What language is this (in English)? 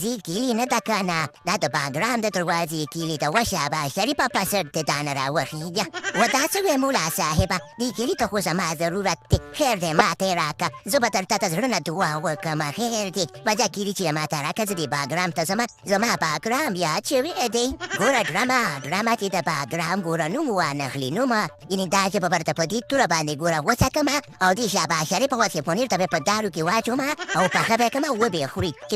Pashto